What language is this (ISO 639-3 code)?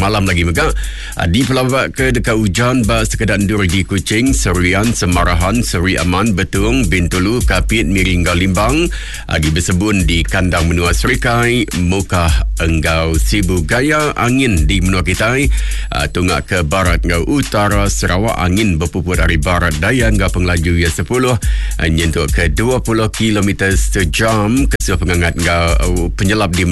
iba